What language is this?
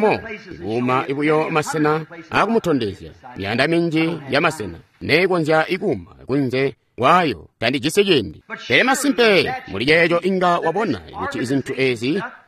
Tonga (Zambia)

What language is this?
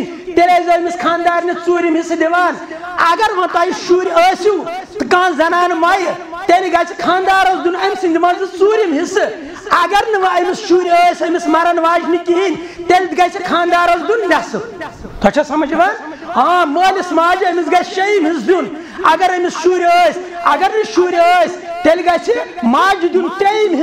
Kashmiri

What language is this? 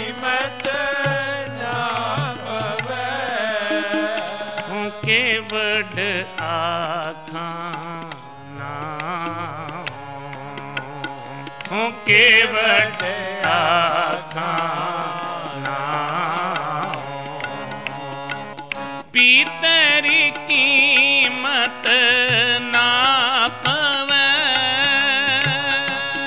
Punjabi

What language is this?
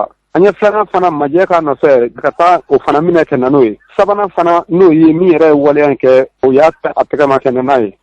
Bambara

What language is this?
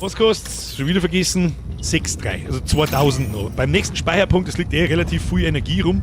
Bavarian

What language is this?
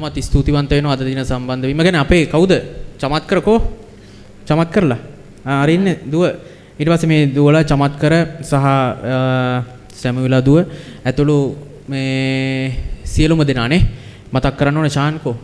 Sinhala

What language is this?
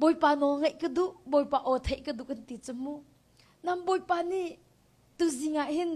Hakha Chin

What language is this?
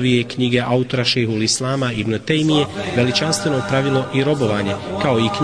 Bosnian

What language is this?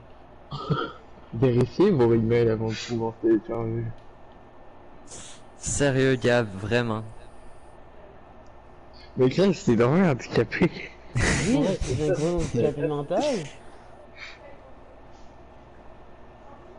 French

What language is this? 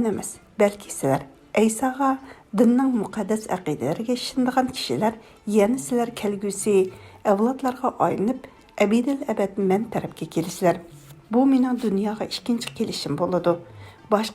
Uyghur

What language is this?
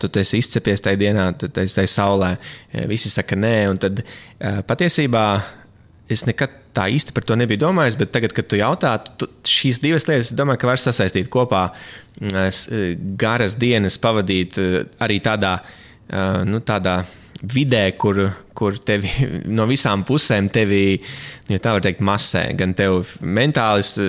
Latvian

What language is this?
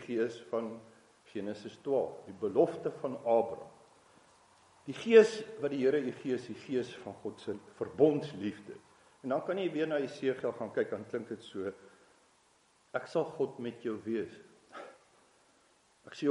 Afrikaans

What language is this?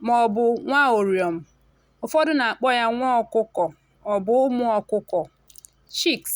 Igbo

